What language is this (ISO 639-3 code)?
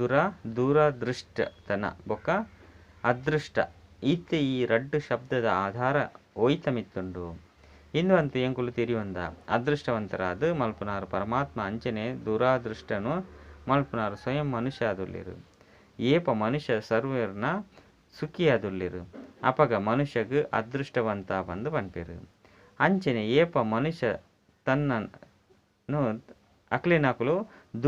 tcy